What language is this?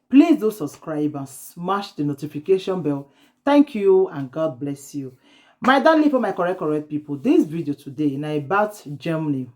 Nigerian Pidgin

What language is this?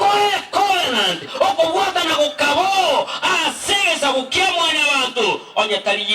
Gusii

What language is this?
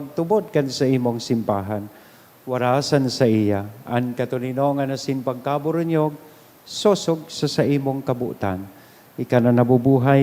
Bikol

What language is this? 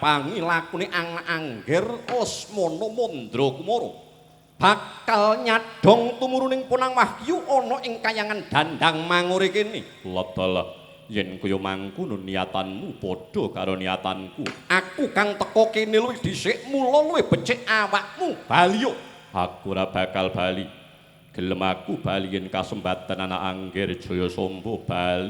Javanese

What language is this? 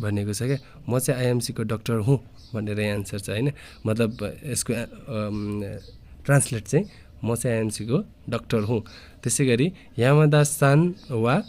Nepali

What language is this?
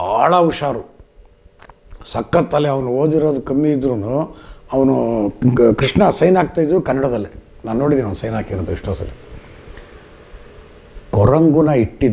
Kannada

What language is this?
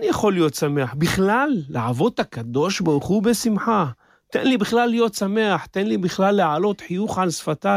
Hebrew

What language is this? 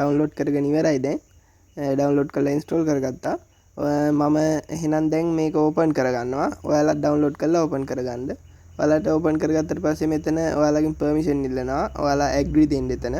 Sinhala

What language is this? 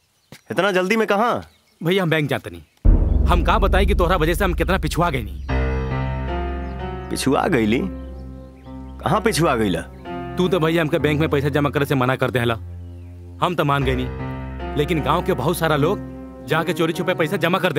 Bhojpuri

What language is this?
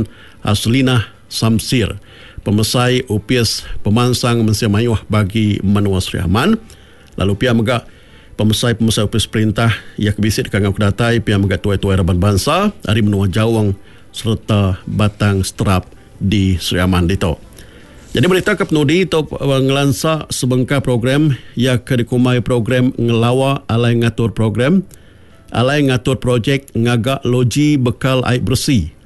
Iban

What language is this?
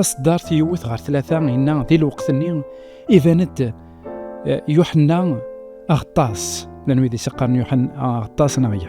Kabyle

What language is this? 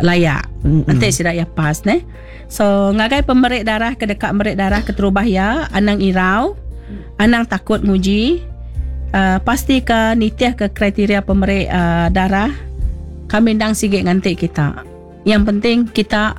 Iban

